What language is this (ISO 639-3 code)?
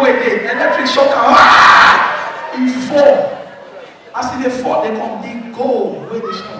pcm